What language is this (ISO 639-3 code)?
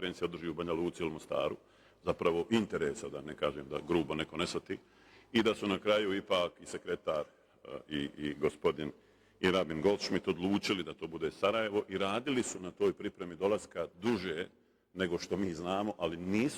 bos